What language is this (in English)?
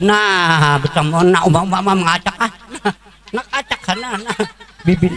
Banjar